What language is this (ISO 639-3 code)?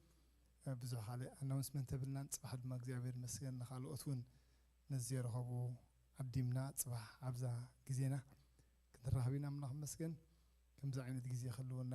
tir